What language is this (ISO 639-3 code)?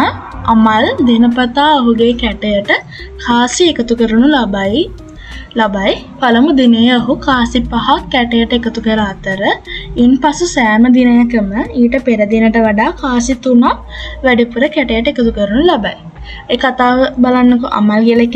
sin